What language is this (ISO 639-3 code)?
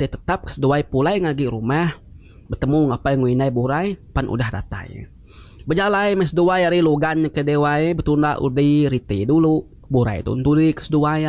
iba